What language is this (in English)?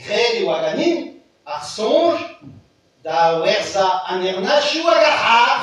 Breton